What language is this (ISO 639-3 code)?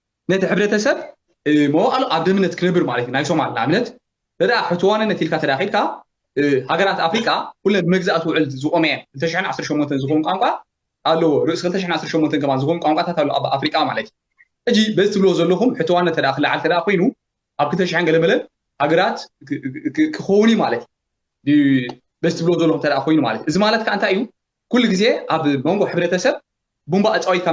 tir